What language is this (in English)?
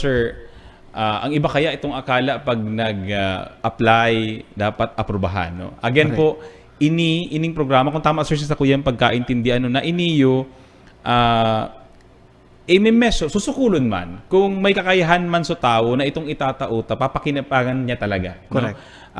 Bikol